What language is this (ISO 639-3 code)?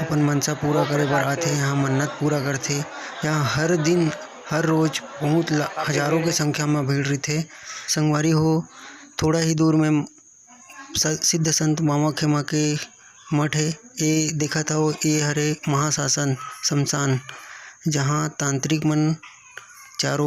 hne